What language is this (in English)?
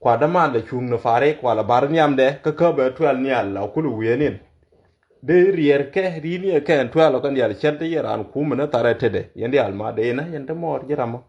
Nuer